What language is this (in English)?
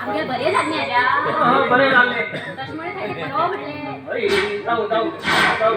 Konkani